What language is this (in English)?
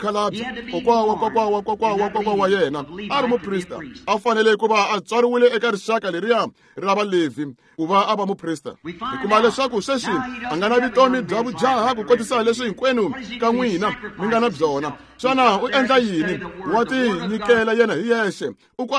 Tsonga